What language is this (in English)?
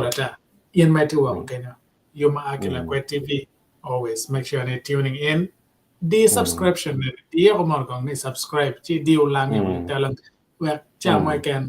Acoli